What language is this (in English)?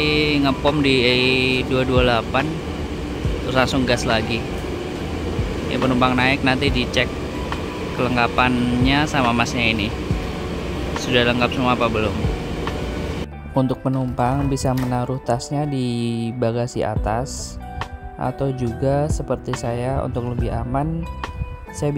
Indonesian